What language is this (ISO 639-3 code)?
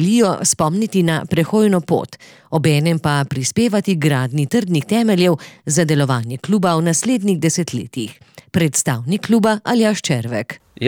slv